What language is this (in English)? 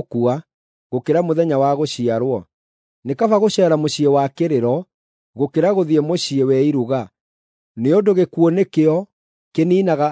Kikuyu